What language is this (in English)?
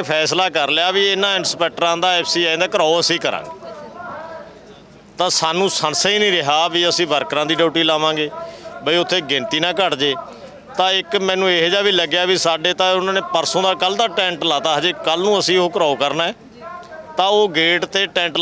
Punjabi